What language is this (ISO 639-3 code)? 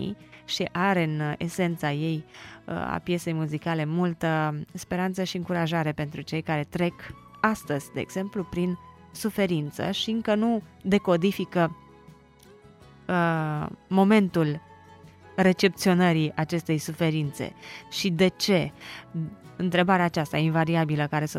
ron